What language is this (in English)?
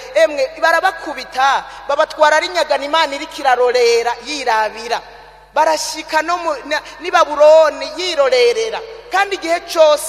Rundi